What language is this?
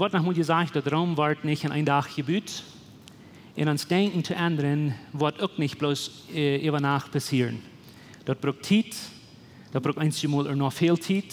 Plautdietsch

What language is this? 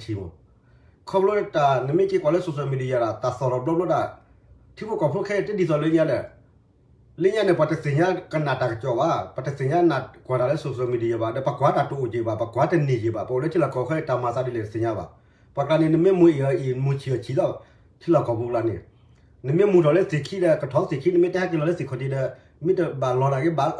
S'gaw Karen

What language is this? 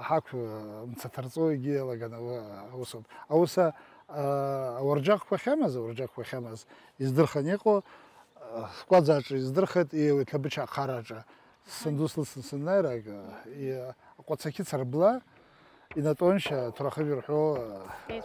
Abkhazian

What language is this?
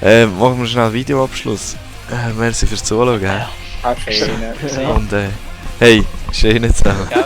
Swiss German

